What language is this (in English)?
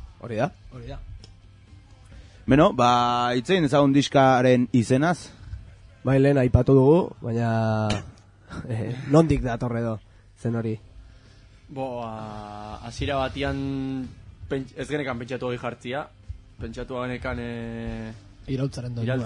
Basque